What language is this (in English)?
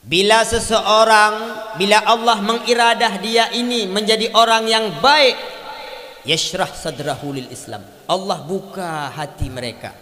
Achinese